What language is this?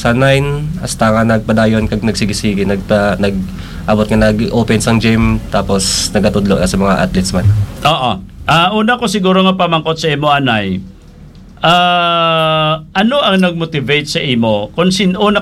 Hiligaynon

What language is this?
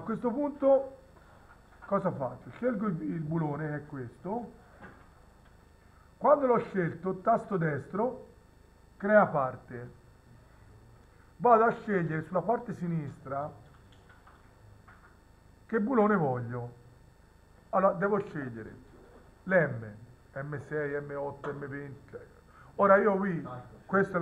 Italian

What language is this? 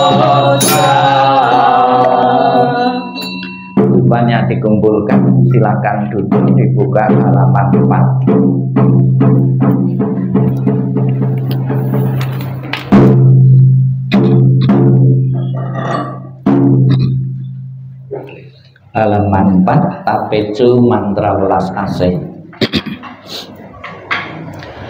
Indonesian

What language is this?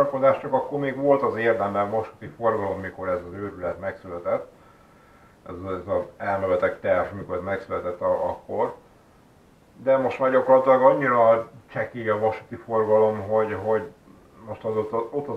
Hungarian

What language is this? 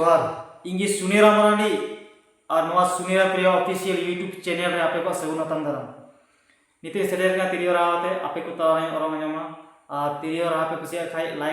Santali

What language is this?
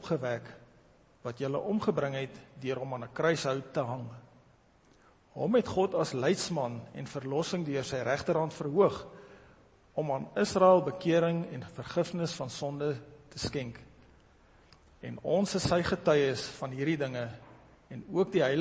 Afrikaans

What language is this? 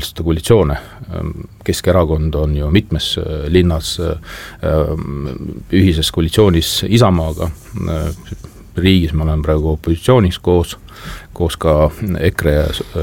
Estonian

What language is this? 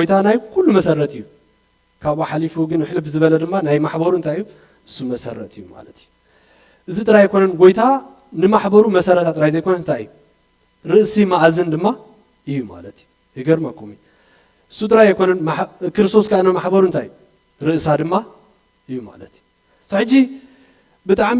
Tigrinya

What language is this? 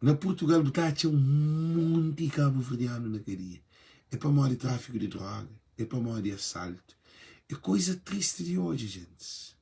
Kabuverdianu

